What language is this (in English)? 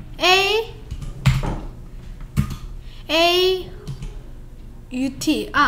Korean